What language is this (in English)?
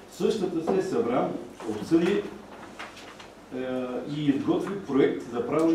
Bulgarian